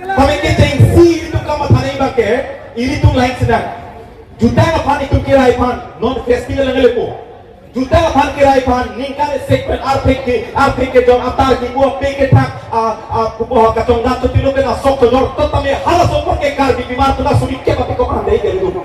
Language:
Karbi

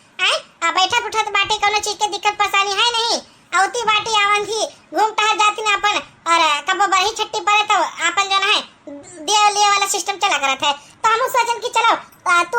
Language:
Awadhi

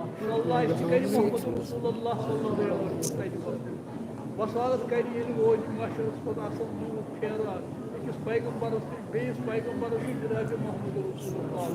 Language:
Kashmiri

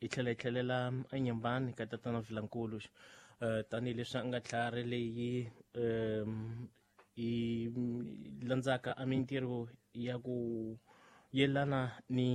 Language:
Tsonga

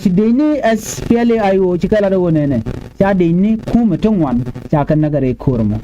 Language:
Nuer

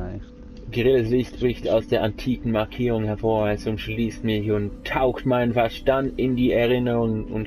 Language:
Swiss German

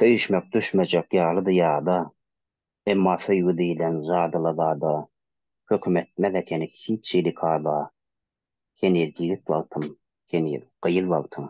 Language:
Turkmen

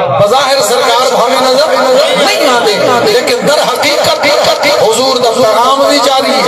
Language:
Saraiki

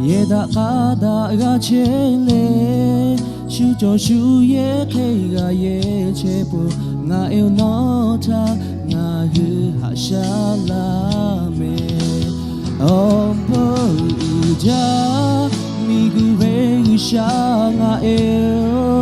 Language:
Lahu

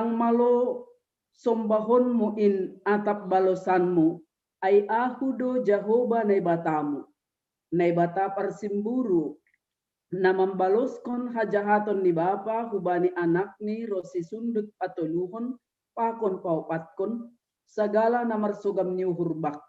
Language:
Batak Simalungun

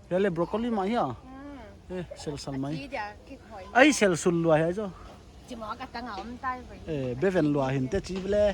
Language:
Paite Chin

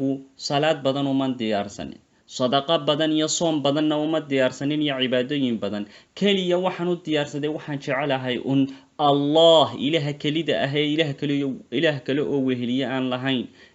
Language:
Somali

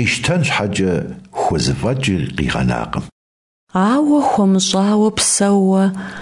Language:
Kabardian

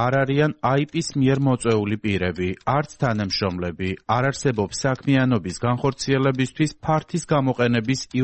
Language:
Georgian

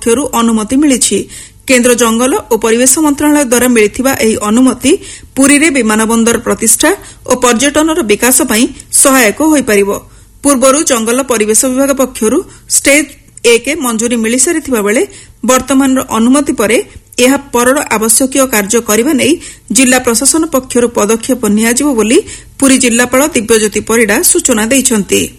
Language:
Odia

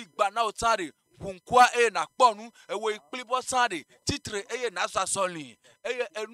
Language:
Ewe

